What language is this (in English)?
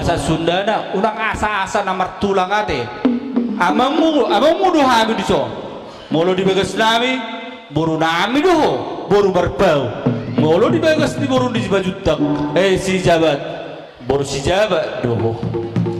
Batak Toba